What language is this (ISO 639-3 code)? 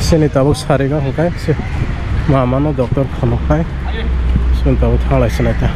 trp